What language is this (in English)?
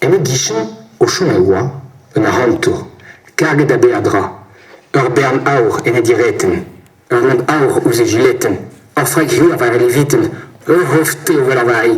Breton